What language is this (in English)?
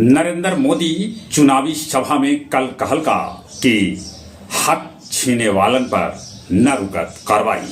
Magahi